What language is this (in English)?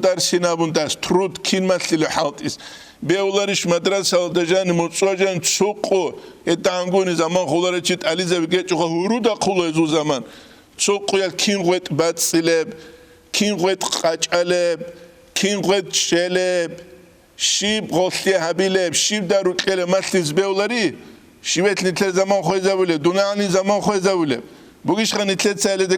Avaric